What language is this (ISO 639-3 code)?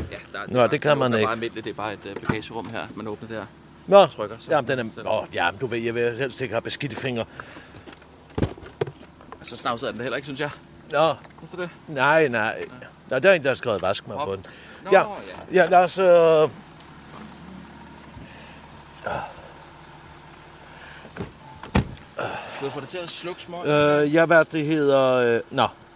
dan